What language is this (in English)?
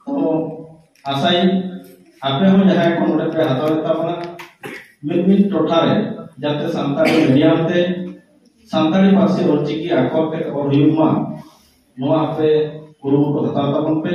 Santali